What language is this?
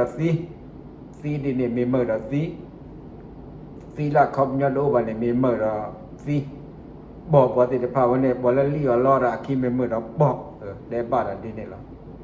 S'gaw Karen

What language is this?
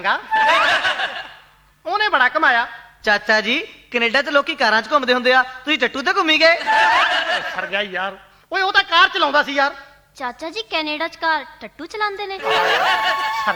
Punjabi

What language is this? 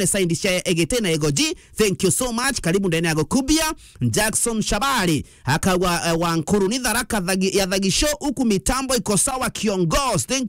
Meru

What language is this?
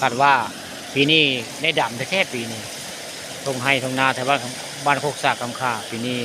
Northeastern Thai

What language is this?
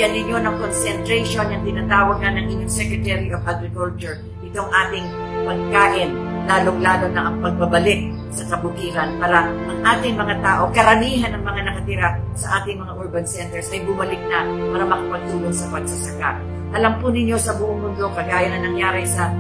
Filipino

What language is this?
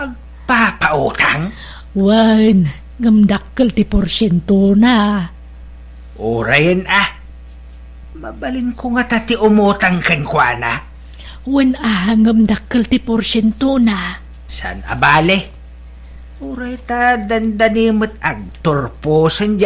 Iloko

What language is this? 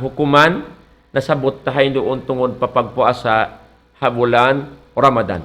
Tausug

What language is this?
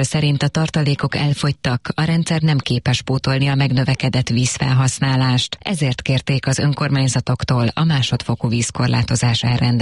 Hungarian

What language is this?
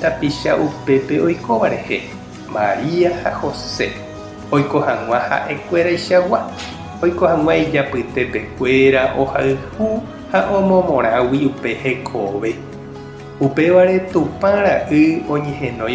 Guarani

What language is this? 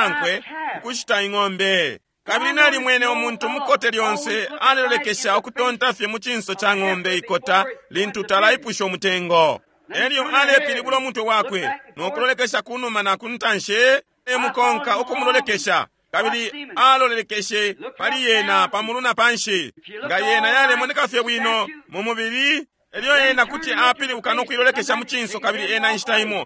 Bemba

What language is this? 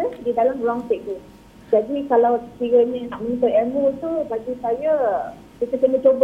Malay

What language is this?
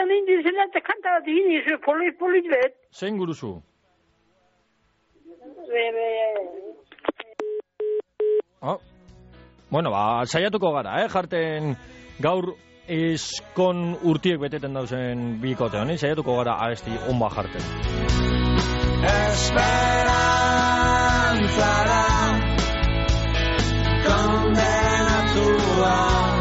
Basque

